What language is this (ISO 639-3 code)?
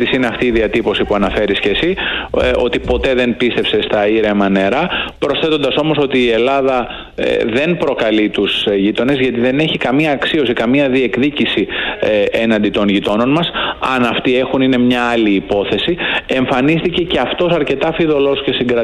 ell